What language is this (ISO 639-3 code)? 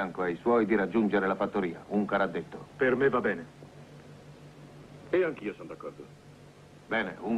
ita